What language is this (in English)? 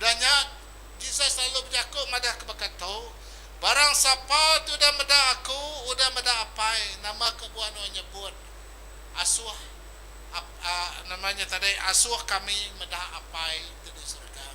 Iban